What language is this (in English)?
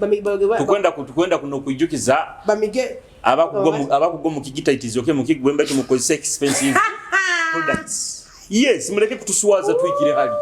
Nyoro